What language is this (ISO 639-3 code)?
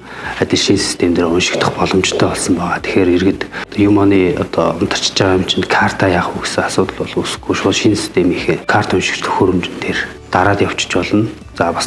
mon